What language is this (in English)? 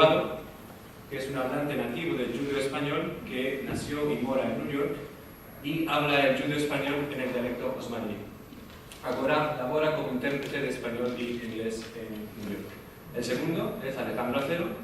Ladino